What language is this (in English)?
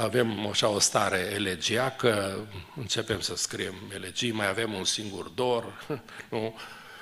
Romanian